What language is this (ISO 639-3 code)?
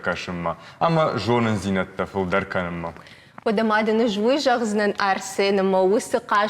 oss